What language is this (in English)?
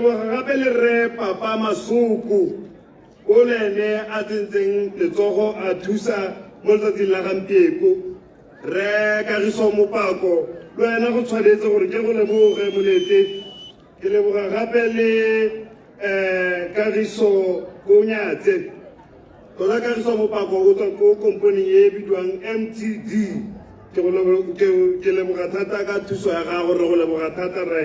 Tswana